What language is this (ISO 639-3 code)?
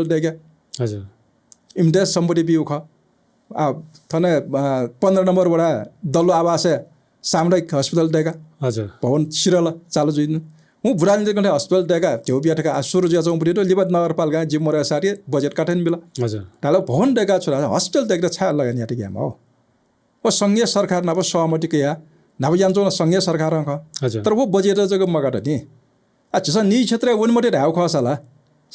new